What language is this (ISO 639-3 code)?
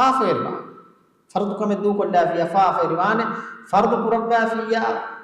div